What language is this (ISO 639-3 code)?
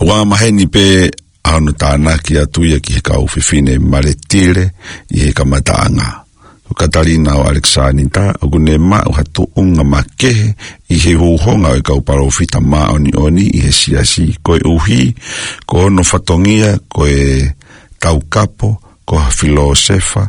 ton